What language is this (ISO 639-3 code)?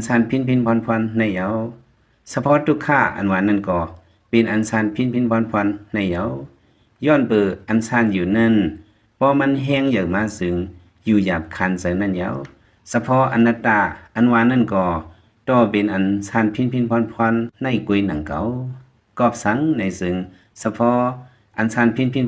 lao